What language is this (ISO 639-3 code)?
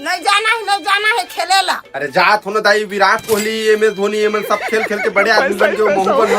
hne